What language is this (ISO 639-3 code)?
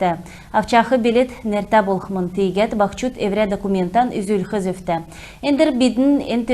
xal